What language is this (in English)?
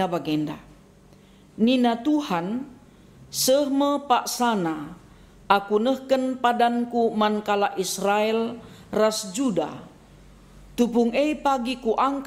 Batak Karo